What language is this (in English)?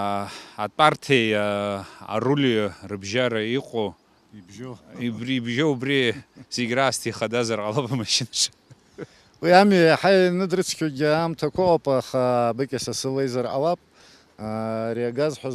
Abkhazian